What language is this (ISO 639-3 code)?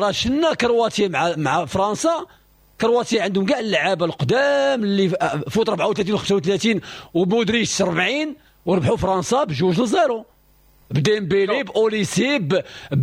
ary